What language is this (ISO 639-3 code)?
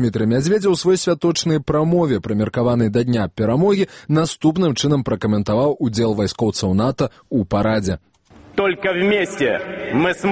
bel